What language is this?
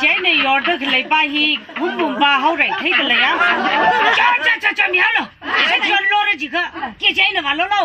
Tangkhul Naga (India)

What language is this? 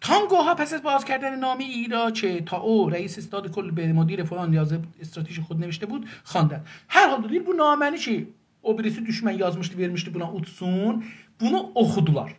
South Azerbaijani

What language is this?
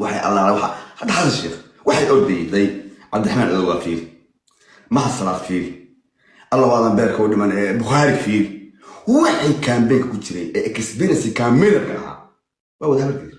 Somali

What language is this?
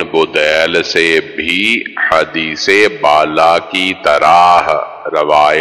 Urdu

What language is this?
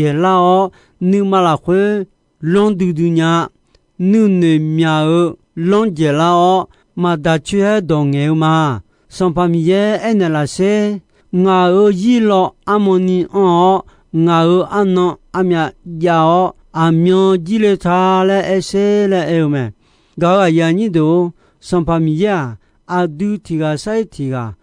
Akha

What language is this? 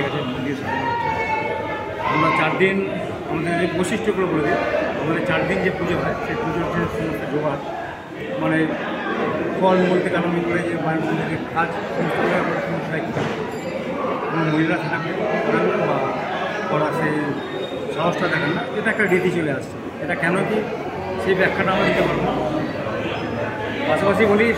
Bangla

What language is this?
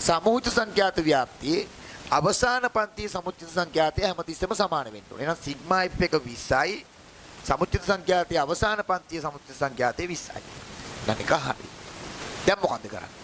Sinhala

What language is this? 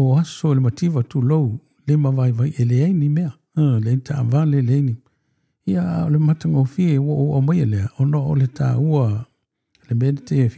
Samoan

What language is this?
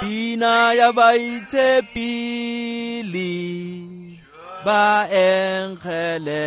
Tswana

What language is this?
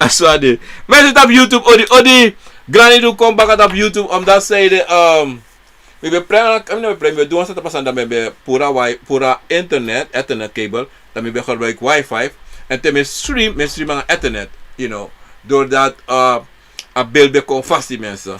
Sranan Tongo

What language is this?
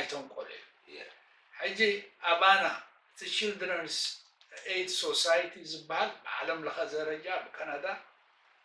Tigrinya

